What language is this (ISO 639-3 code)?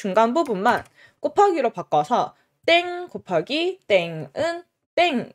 kor